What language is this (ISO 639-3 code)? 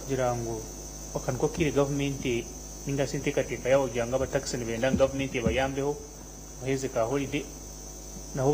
nyn